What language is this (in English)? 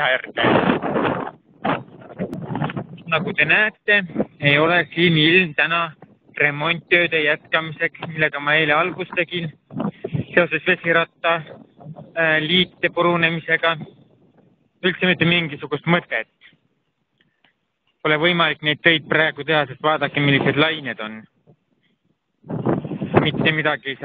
Estonian